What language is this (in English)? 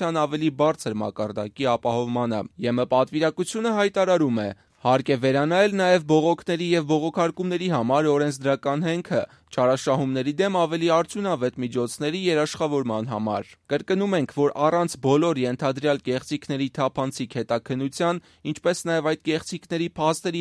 Armenian